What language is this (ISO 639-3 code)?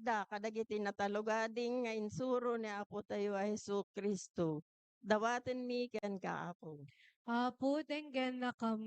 ilo